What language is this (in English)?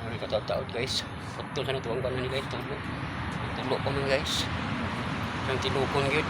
Cebuano